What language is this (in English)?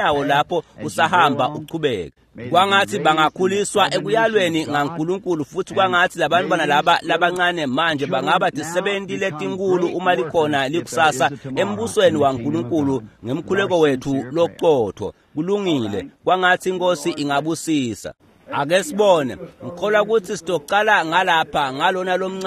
Swati